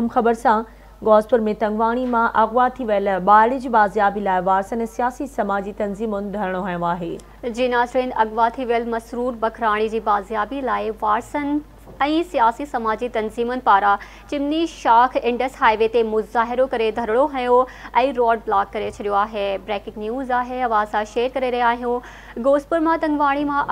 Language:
Sindhi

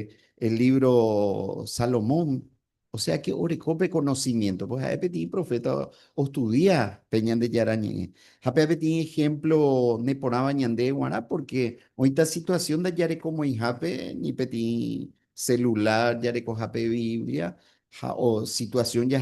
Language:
Guarani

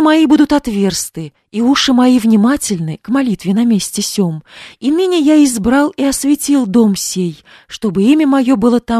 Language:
Russian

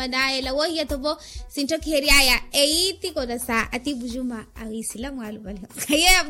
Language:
Makhuwa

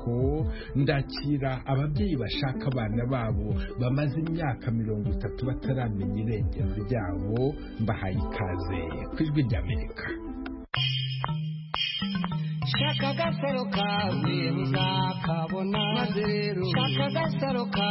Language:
Kinyarwanda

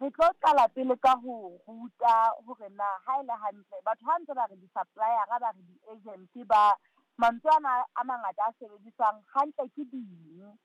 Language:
Southern Sotho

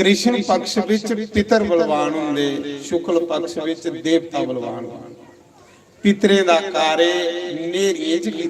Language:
Dogri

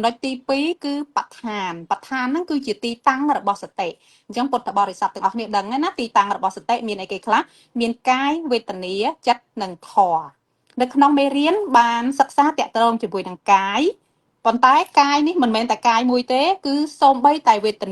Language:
Khmer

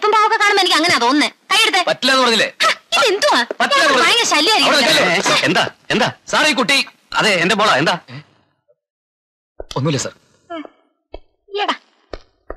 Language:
Malayalam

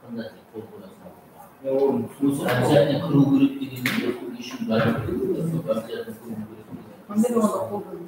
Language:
Kara-Kalpak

